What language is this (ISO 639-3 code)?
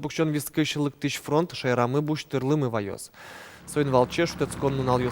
udm